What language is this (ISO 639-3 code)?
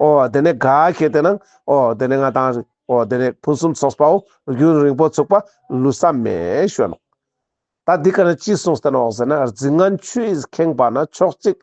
lbj